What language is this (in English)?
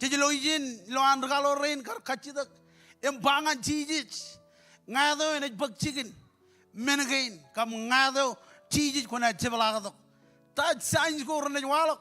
Marshallese